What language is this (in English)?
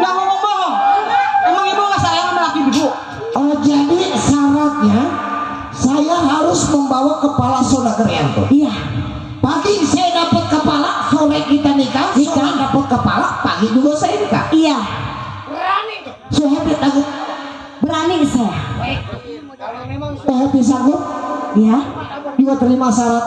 Betawi